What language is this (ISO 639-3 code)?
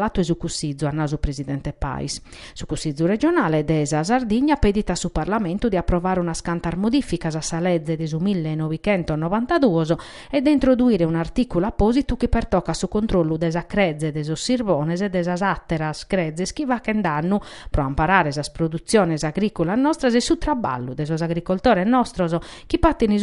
srd